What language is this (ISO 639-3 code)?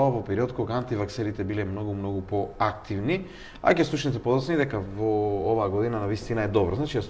mkd